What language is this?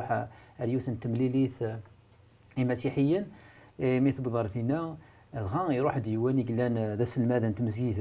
Kabyle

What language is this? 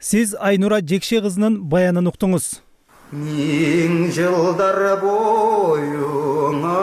Kyrgyz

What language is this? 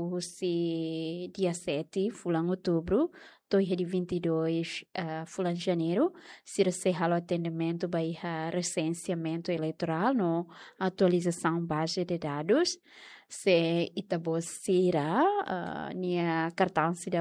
Tetum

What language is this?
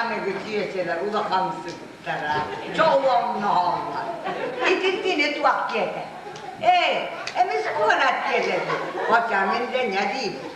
Yakut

